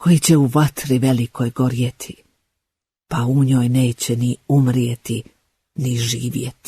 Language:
Bosnian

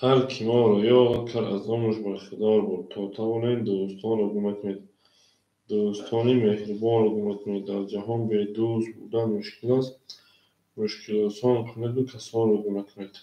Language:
Tajik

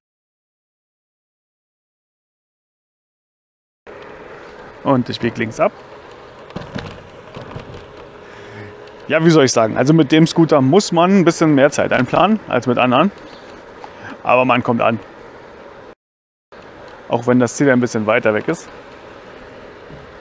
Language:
German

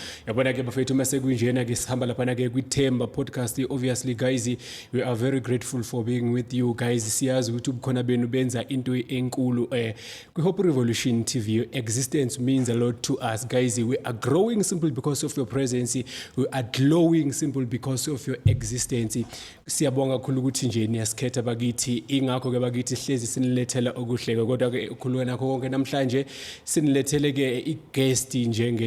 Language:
Zulu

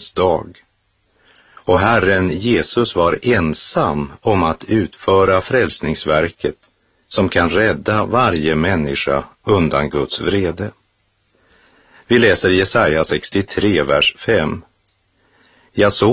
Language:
Swedish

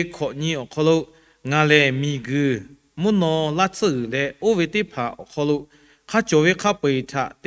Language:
Lahu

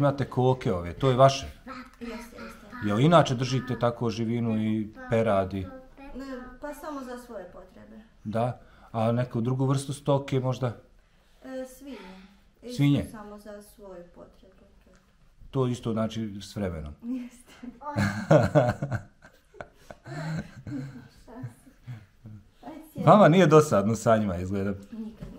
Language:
Bosnian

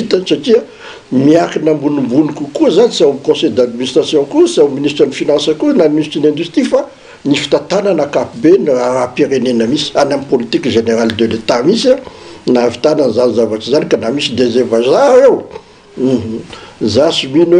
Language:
Malagasy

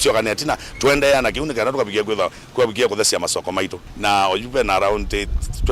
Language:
Kamba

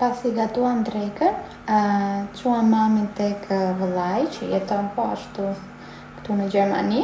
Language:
Albanian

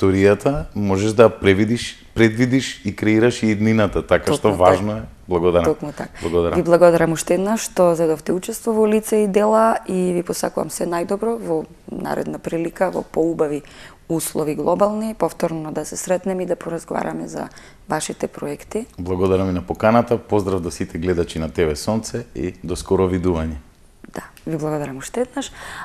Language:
Macedonian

